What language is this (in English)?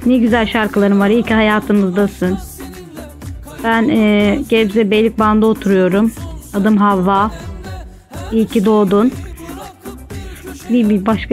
Turkish